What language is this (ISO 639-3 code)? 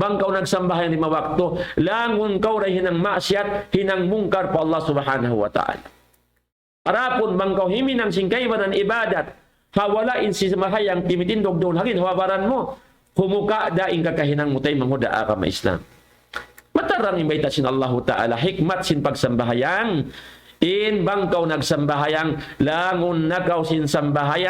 tsg